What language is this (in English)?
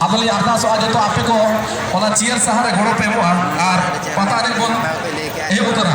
Santali